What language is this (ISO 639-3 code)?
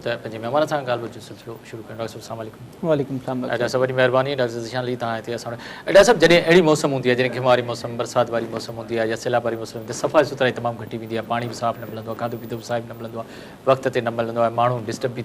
snd